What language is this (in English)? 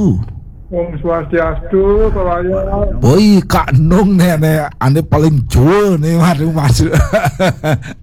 Balinese